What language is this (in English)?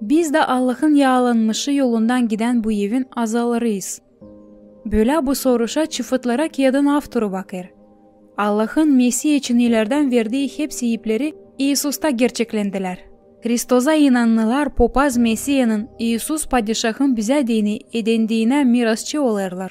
Gagauz